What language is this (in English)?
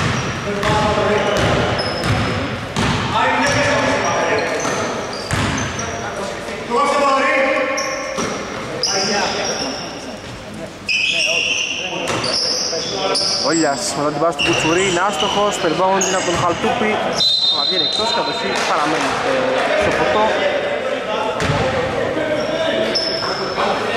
Greek